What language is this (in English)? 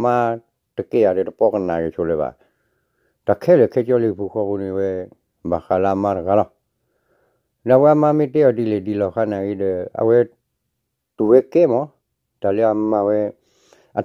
S'gaw Karen